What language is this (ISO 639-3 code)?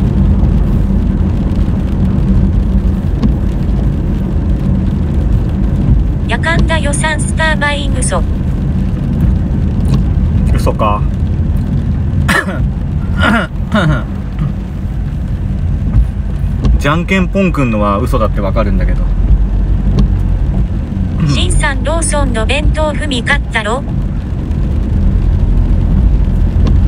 jpn